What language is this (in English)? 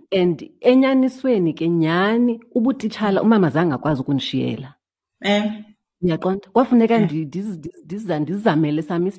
Xhosa